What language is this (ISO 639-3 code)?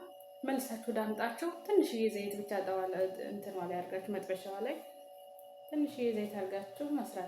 amh